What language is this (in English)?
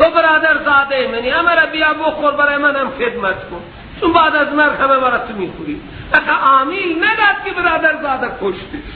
Persian